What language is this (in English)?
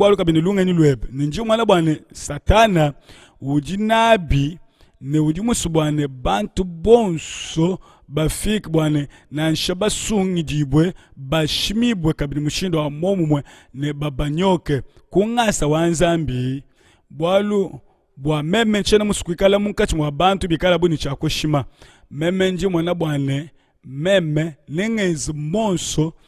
Luba-Lulua